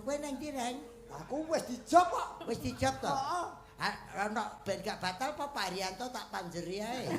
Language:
Javanese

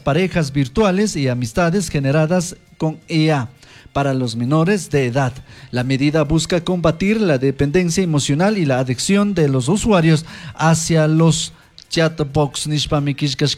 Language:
Chimborazo Highland Quichua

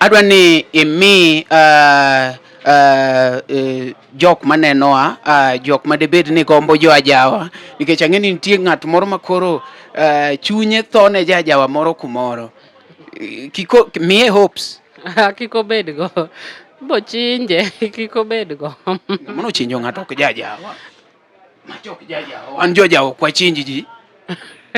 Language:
Luo (Kenya and Tanzania)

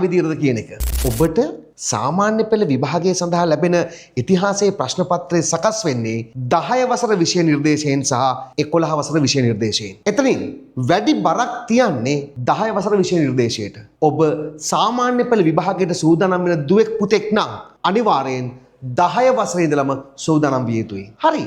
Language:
Sinhala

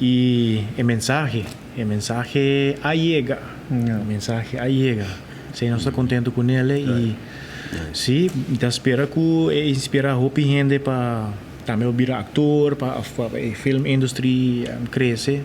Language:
Papiamento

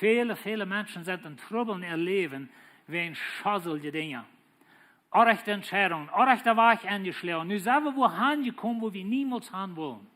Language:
Plautdietsch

